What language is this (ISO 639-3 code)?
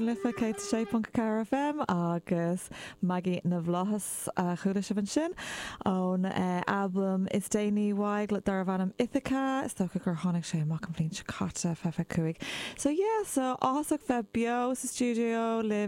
gle